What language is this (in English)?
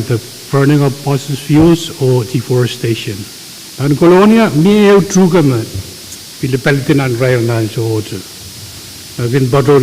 Pohnpeian